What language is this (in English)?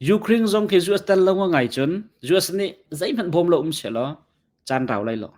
Hakha Chin